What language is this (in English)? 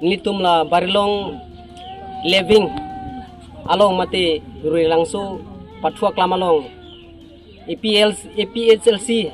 Karbi